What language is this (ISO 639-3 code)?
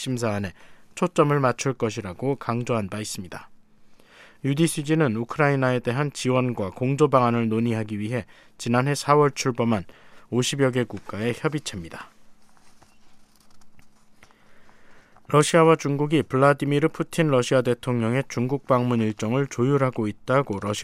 kor